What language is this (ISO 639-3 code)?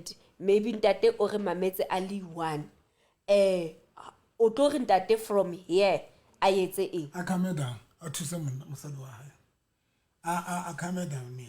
sot